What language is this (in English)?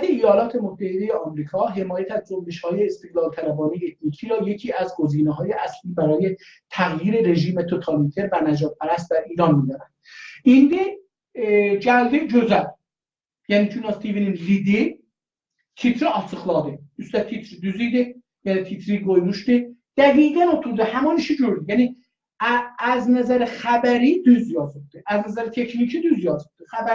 South Azerbaijani